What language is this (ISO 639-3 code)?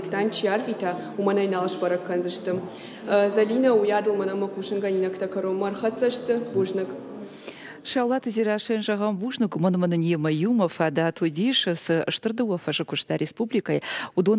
oss